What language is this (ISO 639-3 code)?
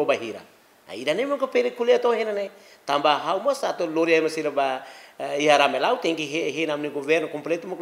tet